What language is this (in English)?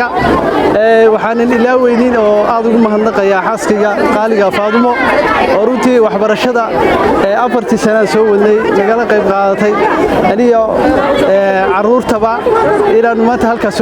Somali